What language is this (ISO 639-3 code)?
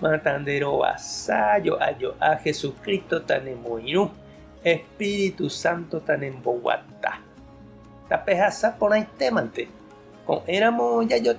grn